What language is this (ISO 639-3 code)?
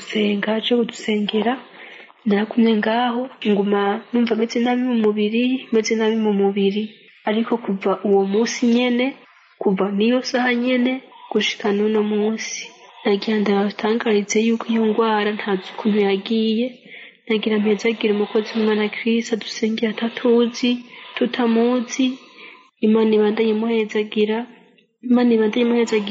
run